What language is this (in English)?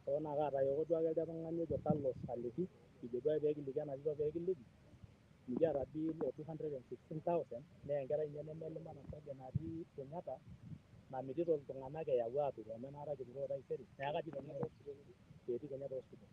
Masai